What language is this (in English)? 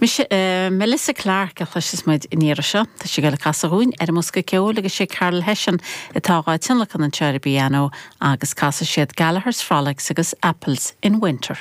Irish